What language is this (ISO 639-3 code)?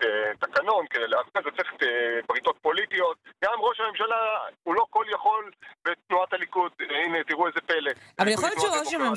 heb